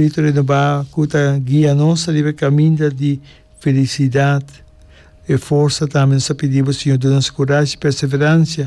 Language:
Papiamento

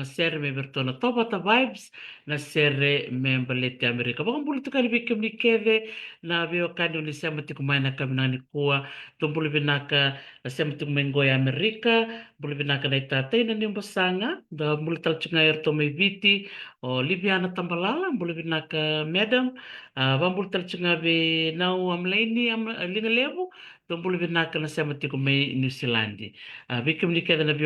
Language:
Fijian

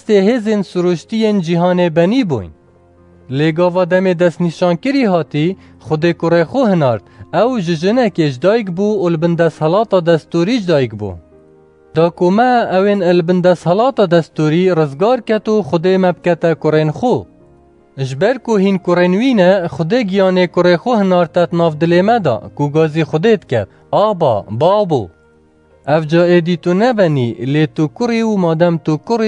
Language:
Kurdish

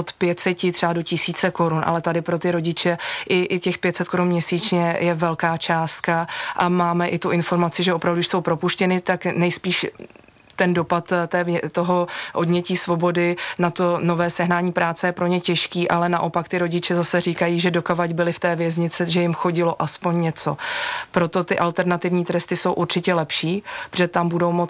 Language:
Czech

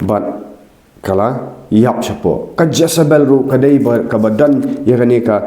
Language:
Khasi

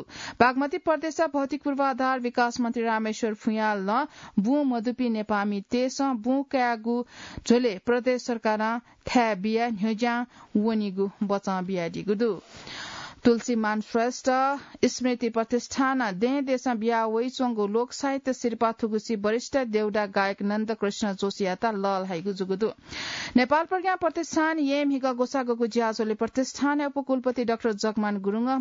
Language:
Newari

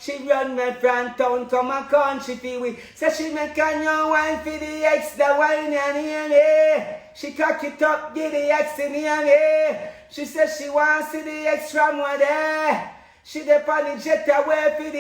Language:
Jamaican Creole English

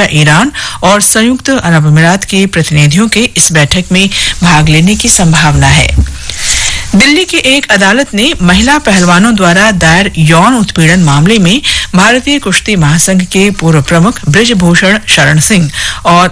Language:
Hindi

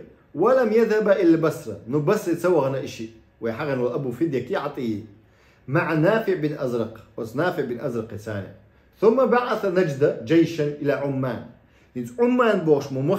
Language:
Chechen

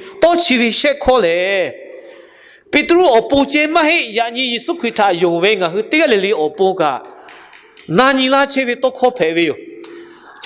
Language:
Lahu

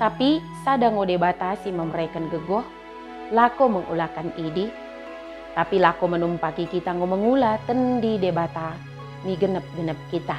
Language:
Batak Dairi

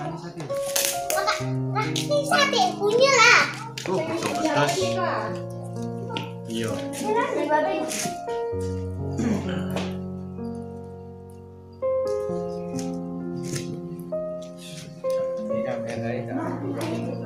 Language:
Indonesian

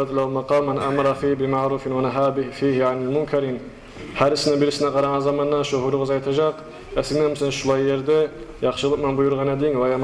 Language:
Kumyk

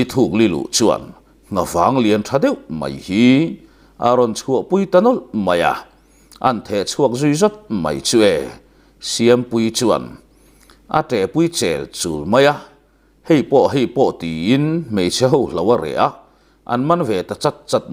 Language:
Mizo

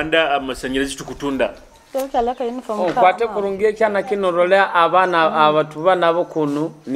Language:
Nyoro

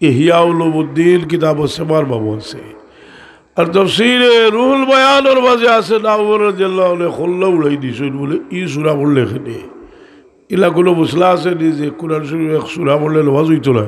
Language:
Sylheti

